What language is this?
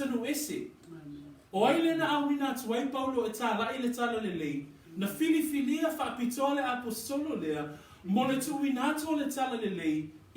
Samoan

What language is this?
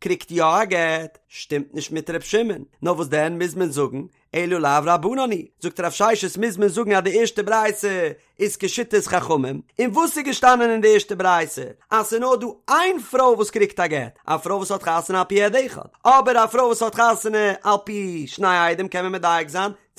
Yiddish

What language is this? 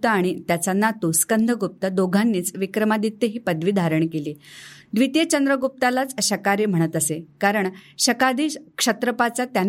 Marathi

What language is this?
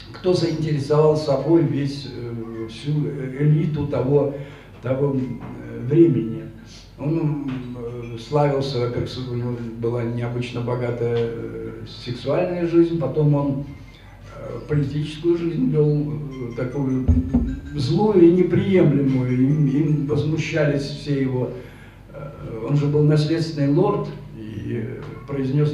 Russian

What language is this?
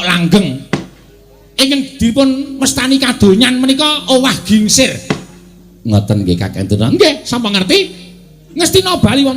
Javanese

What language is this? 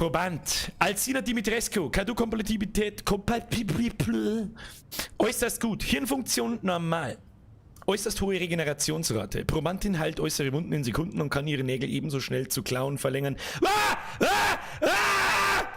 Bavarian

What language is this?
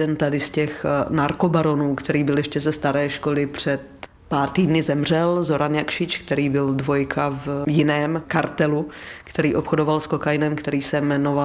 Czech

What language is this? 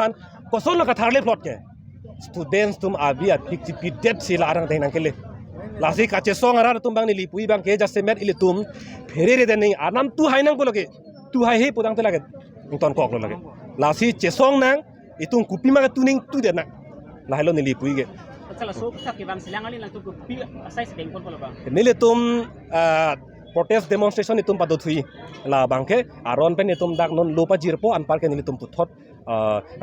Karbi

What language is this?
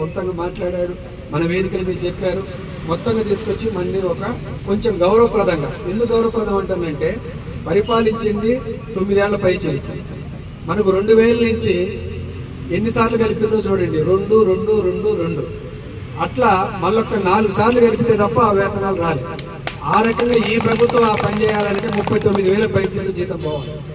Telugu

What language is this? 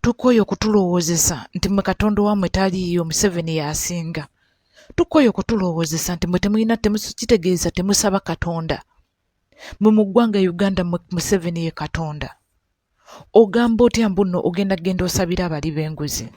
Ganda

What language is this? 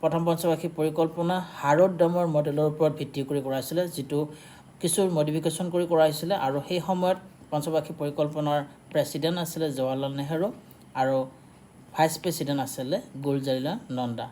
Assamese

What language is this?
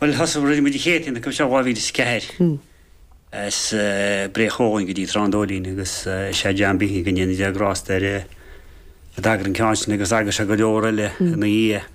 Irish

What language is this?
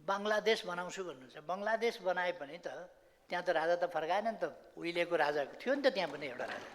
Nepali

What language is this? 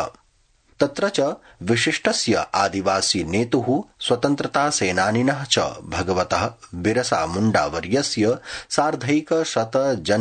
Sanskrit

